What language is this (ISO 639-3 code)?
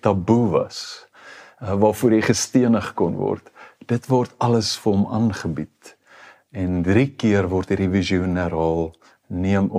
afr